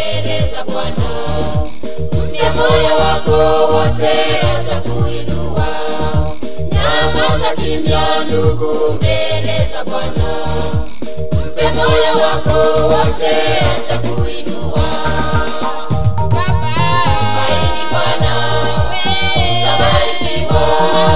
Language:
Swahili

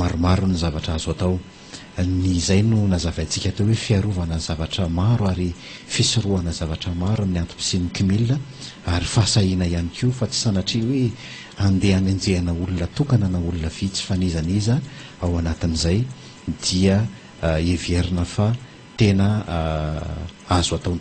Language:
Malagasy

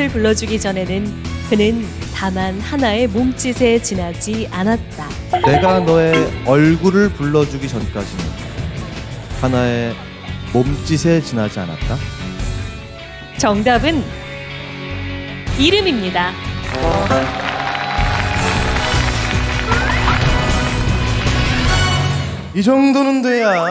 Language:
Korean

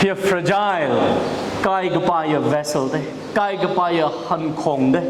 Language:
Tangkhul Naga (India)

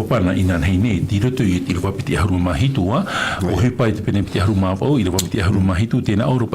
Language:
Tahitian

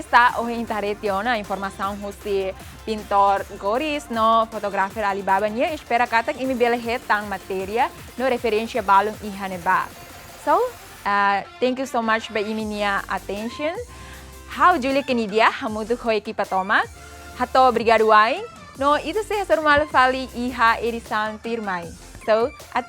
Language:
Tetum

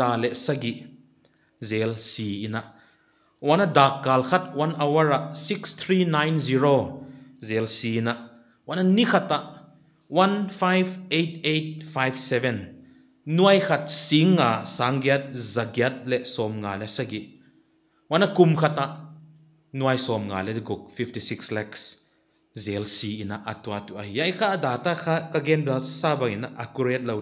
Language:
Paite Chin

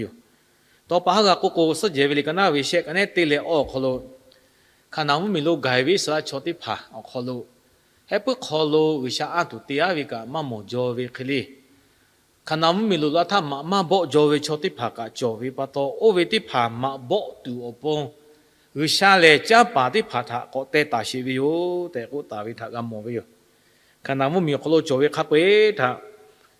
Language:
Lahu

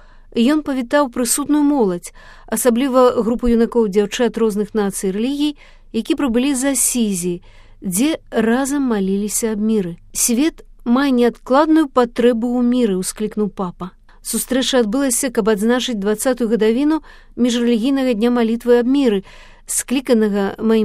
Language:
Belarusian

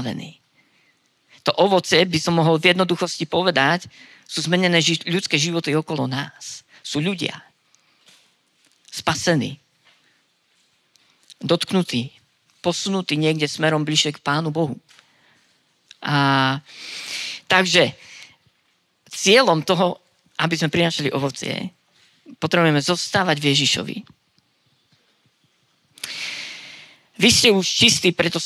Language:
Slovak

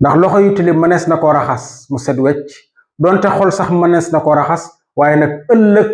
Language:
Wolof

